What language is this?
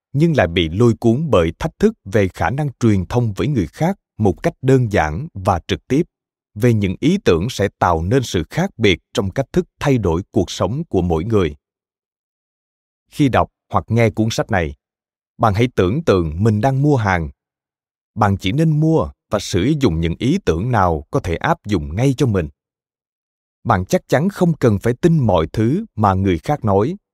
Vietnamese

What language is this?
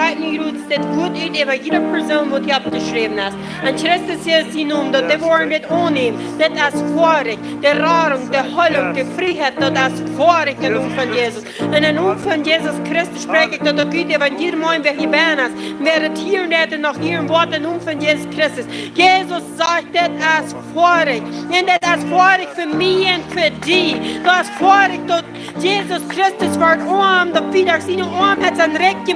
Plautdietsch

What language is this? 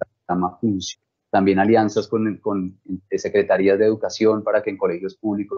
Spanish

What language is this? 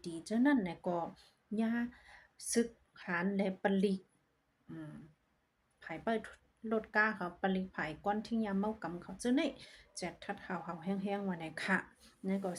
Shan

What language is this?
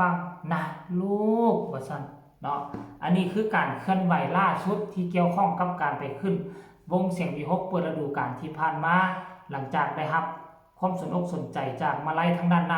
Northeastern Thai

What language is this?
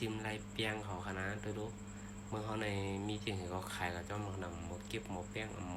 Shan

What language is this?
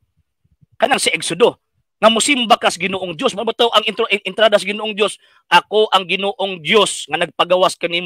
Cebuano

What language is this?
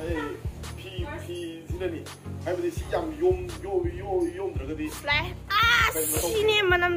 Manipuri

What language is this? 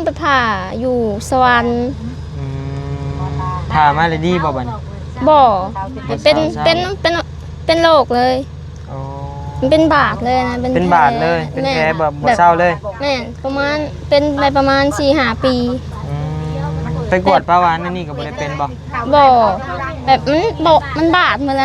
Lao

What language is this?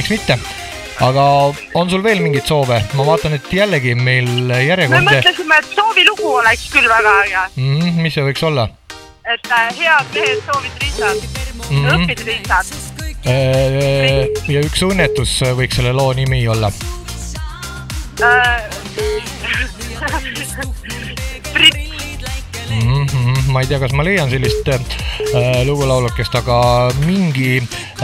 Estonian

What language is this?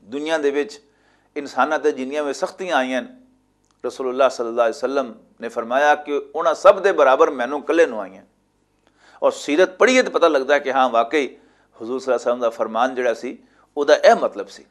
Western Panjabi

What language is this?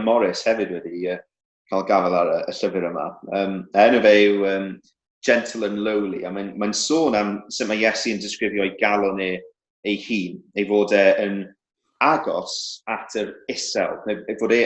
Welsh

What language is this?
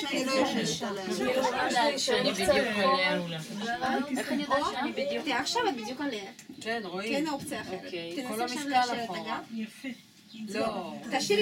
Hebrew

